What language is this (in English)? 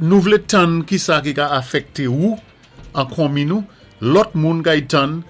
Saint Lucian Creole French